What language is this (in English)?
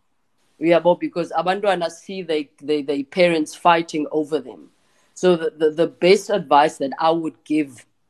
Xhosa